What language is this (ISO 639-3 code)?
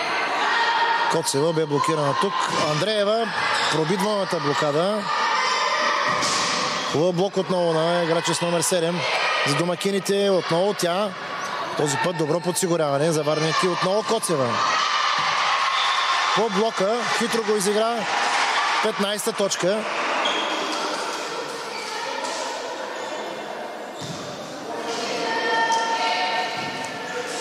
bul